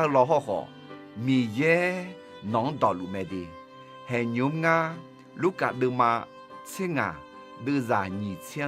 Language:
Akha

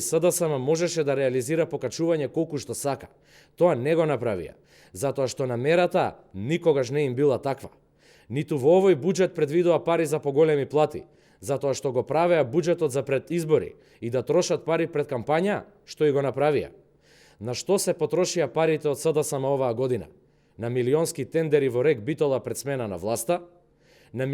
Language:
Macedonian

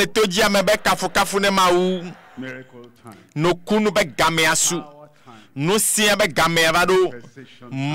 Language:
Ewe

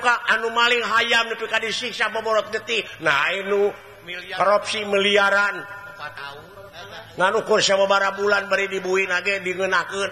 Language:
Sundanese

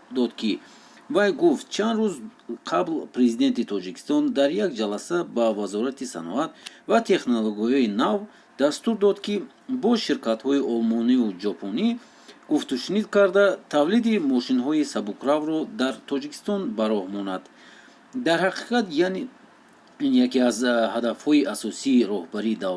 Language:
Tajik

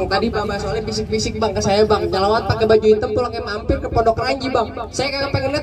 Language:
Betawi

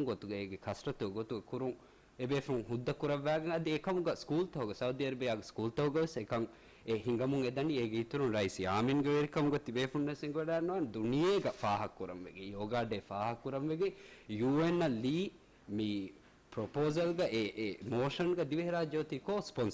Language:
Divehi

